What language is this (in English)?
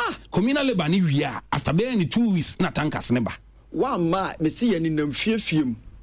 Akan